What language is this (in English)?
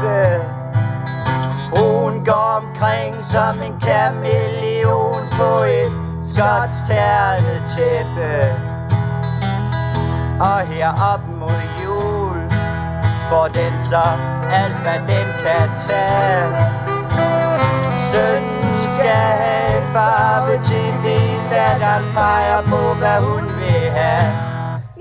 Danish